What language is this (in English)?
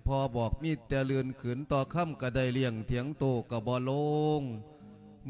Lao